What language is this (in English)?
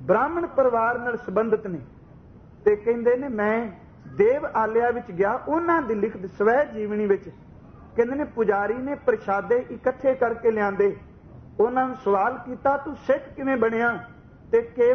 Punjabi